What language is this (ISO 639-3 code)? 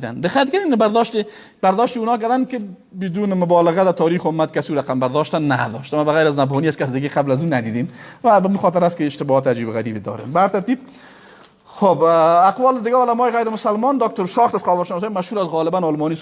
fas